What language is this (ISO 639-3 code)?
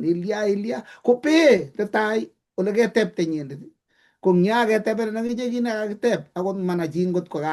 kln